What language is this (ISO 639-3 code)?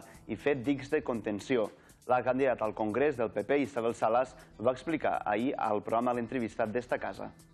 cat